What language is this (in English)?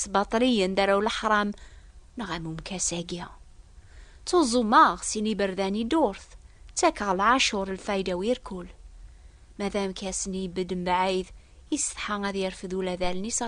Kabyle